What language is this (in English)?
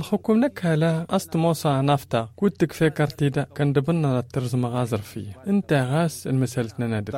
Tamasheq